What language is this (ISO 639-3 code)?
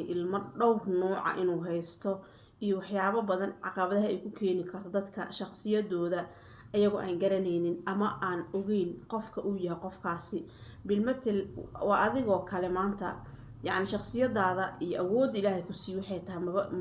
som